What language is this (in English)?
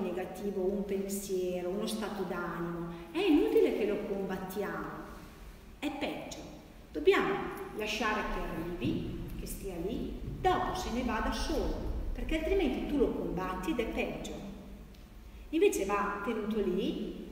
Italian